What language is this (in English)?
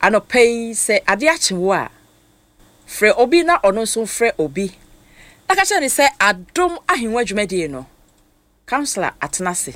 Akan